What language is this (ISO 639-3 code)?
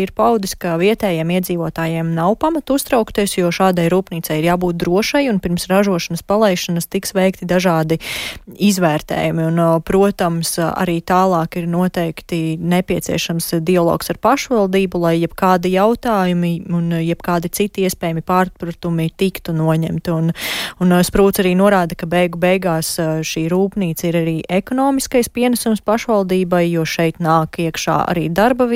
lav